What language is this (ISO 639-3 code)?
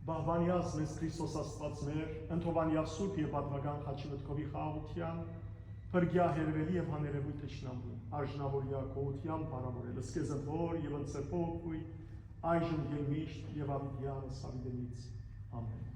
hyw